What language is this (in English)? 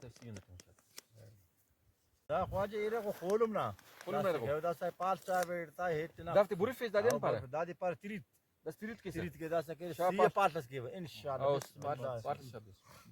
Brahui